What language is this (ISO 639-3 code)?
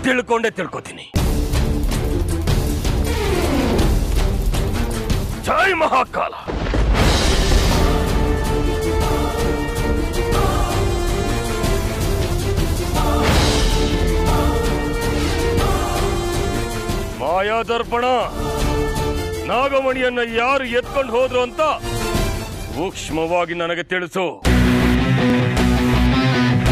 kan